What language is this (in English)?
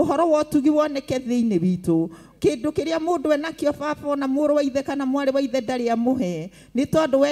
Kikuyu